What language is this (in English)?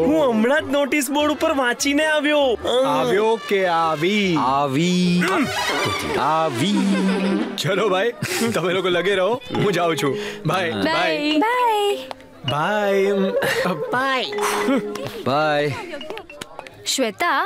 Gujarati